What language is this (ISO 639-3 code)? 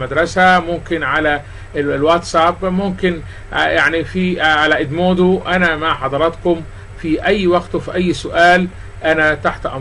arz